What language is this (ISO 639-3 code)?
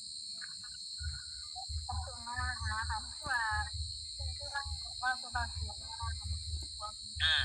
tts